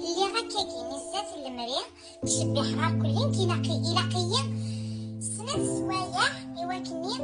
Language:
Kabyle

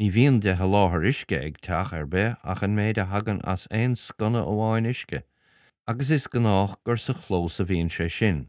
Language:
Irish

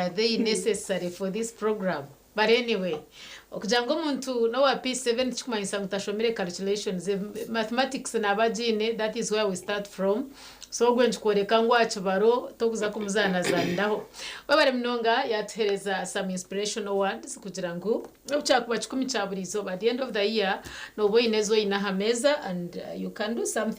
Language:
Nyankole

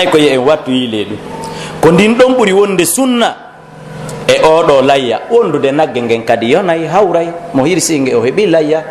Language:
Pular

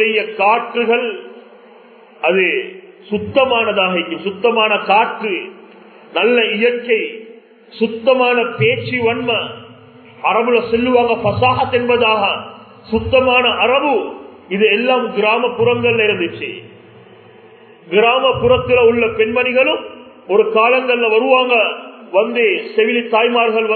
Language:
Tamil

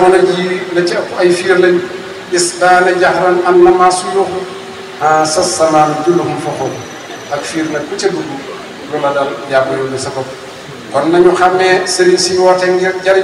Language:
Wolof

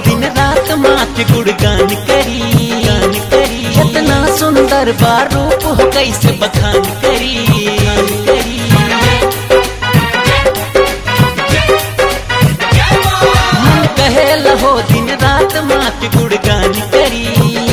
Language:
Bhojpuri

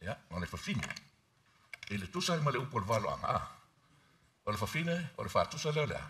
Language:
Samoan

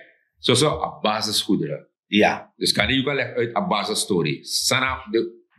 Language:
Sranan Tongo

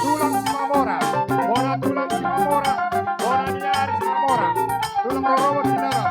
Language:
Batak Toba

